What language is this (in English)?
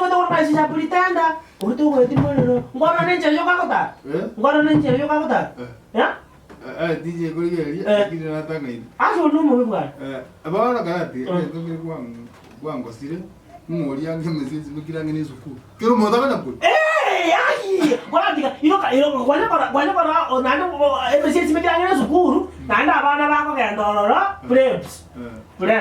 Gusii